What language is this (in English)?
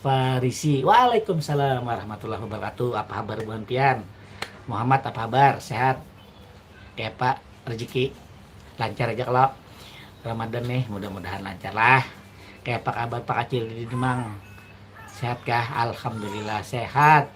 Banjar